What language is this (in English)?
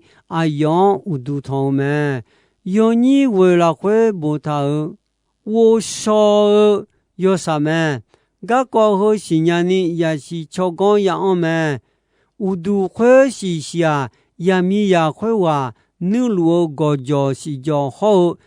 Akha